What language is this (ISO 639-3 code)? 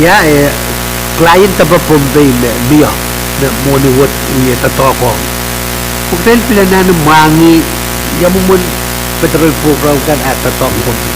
pon